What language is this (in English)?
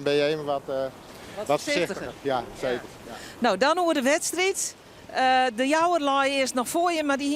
Western Frisian